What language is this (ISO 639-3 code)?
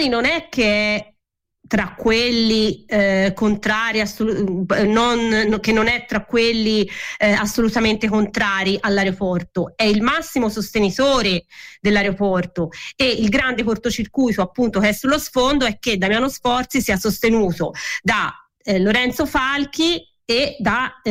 ita